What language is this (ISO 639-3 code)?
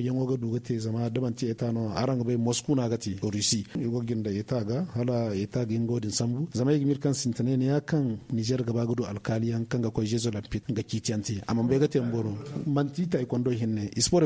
dje